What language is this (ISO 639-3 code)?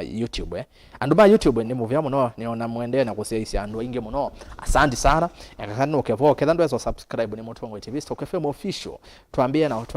kam